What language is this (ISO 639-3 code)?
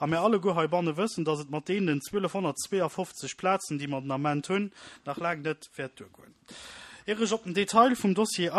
ltz